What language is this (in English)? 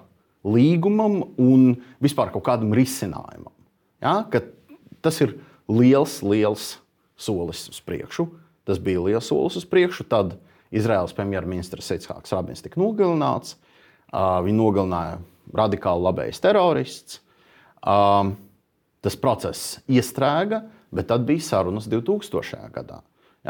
Latvian